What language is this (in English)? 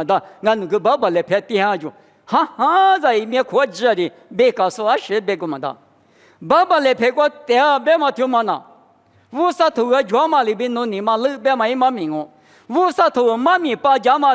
Lisu